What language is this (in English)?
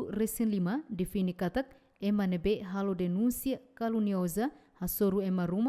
Tetum